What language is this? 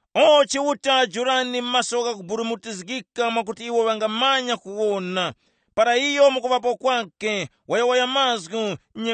Tumbuka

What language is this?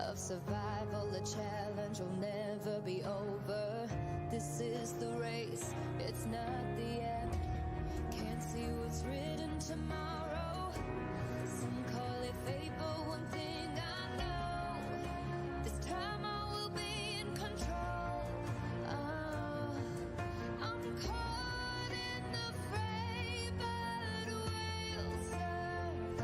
Kara-Kalpak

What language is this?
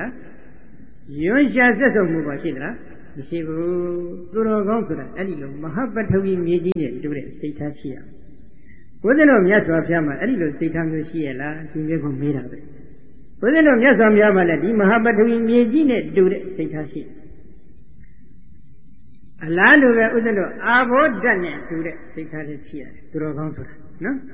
Burmese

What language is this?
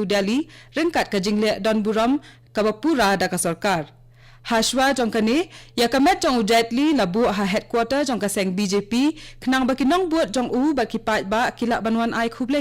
Khasi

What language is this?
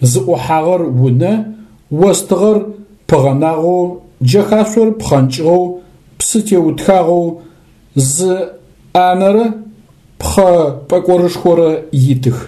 Adyghe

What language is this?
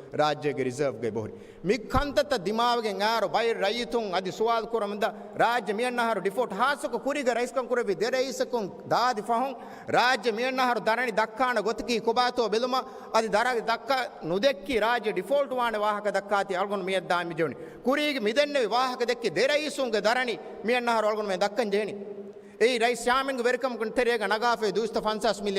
Divehi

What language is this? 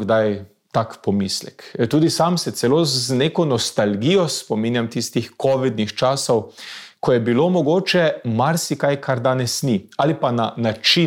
Slovenian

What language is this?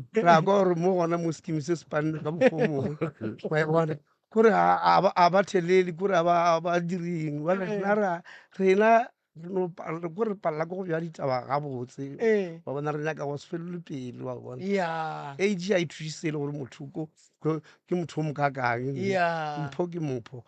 Northern Sotho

